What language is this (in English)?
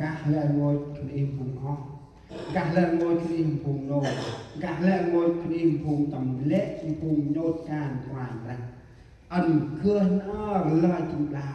Central Mnong